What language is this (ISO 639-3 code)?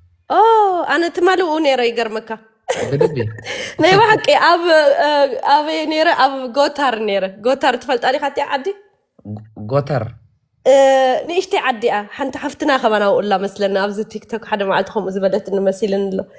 tir